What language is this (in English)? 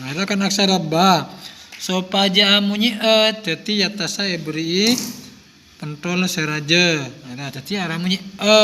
Madurese